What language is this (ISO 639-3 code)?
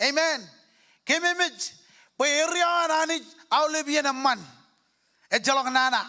mah